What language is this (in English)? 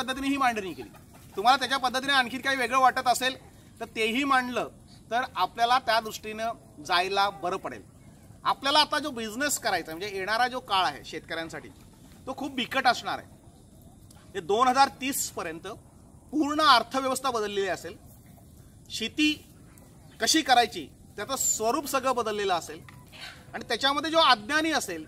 Marathi